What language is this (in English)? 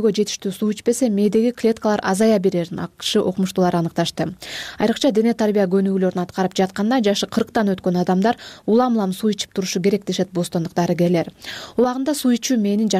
Kyrgyz